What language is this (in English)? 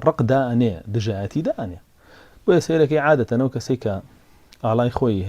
Central Kurdish